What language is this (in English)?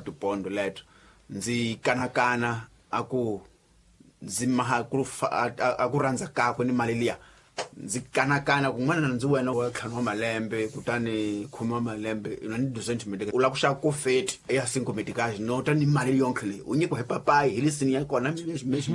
Tsonga